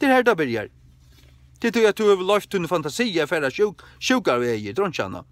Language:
Faroese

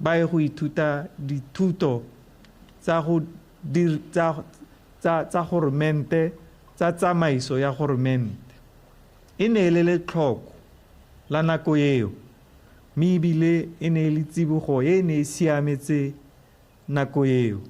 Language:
Tswana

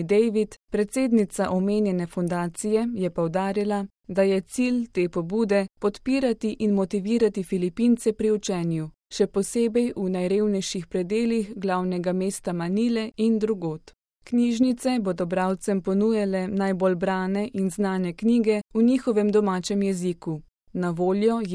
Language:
Slovenian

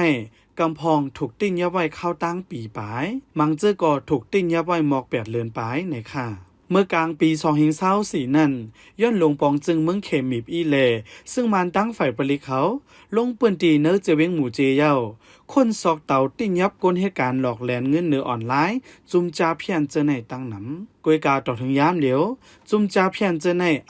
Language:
Shan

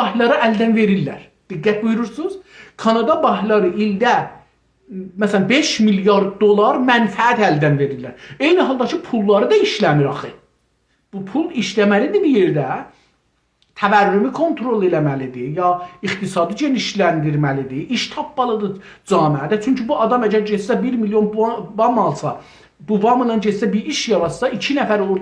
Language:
South Azerbaijani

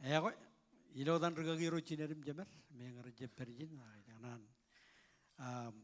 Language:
Marshallese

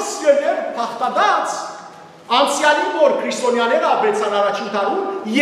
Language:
Western Armenian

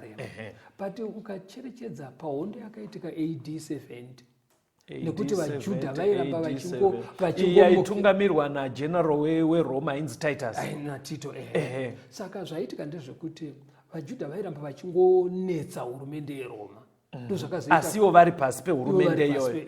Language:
Shona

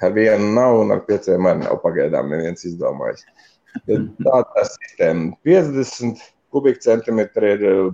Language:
Latvian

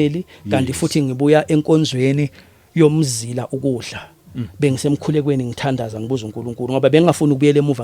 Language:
Zulu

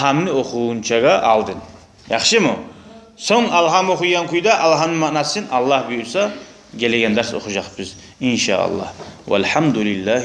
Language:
Kumyk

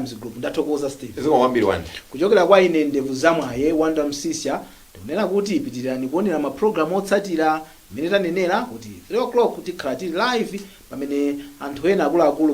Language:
Nyanja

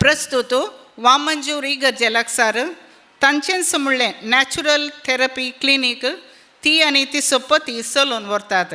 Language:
Konkani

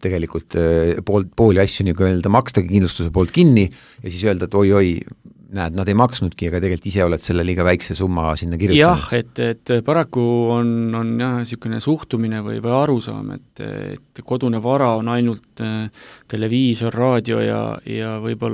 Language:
Estonian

